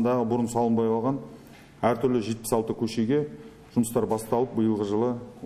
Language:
Kazakh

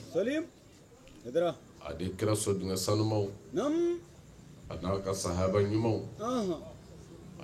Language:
Bambara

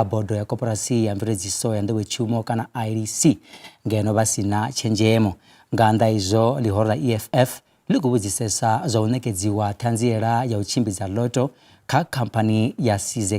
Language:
Venda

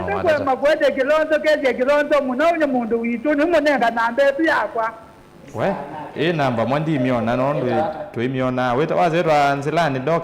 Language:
Kamba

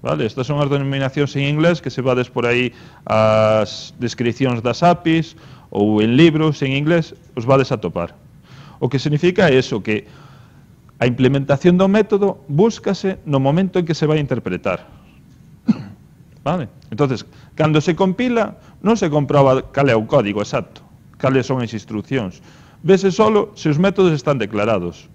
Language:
Galician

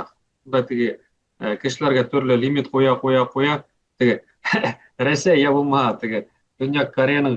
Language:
Bashkir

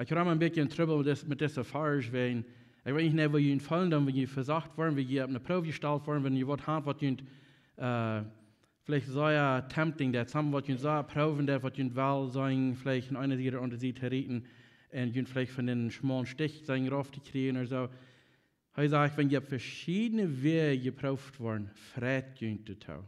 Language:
Plautdietsch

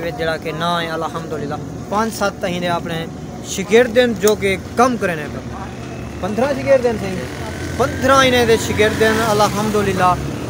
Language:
Saraiki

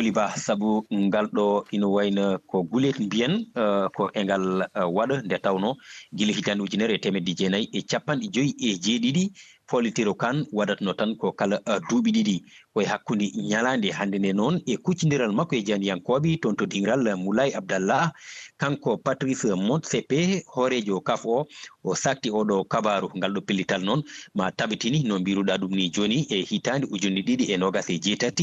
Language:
Fula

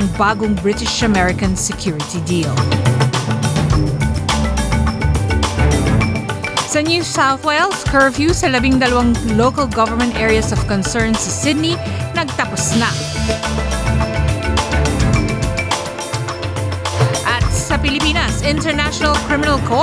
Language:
Filipino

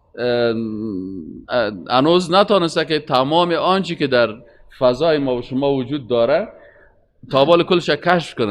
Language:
Persian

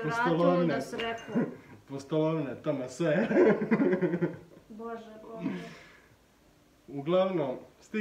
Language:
Bosnian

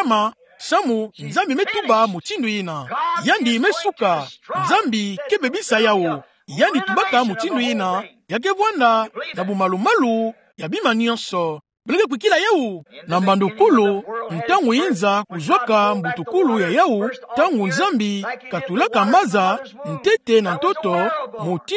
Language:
Kituba (Democratic Republic of Congo)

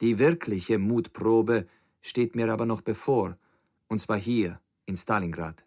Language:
Bavarian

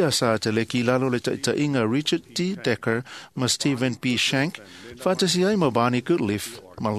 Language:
Samoan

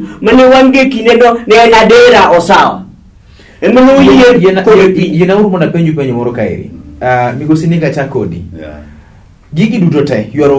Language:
Luo (Kenya and Tanzania)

